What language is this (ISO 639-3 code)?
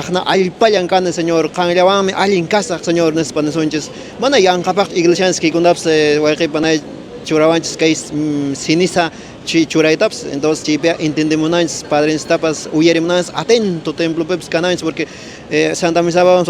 que